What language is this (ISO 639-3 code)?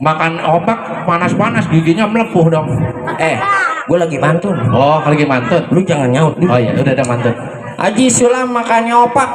bew